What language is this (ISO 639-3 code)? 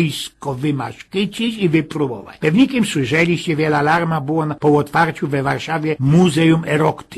szl